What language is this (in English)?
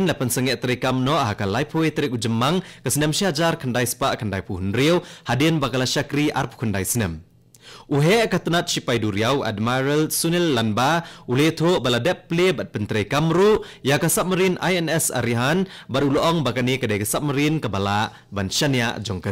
Khasi